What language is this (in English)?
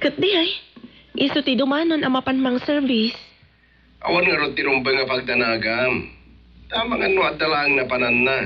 Iloko